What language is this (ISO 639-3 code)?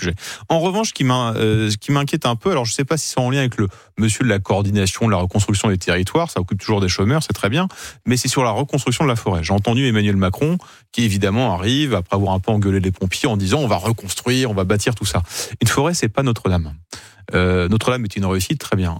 fra